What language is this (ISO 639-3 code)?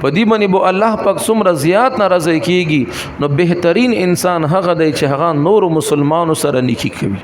pus